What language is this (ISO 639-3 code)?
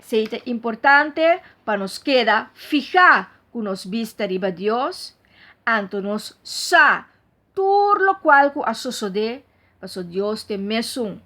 pap